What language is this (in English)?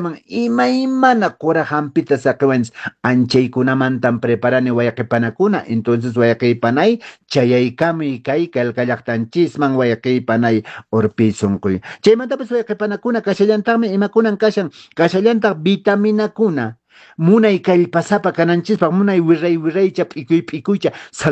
Quechua